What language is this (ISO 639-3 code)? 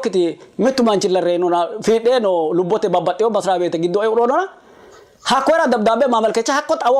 sid